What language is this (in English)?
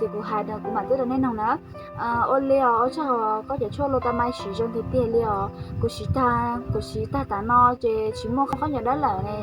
Hmong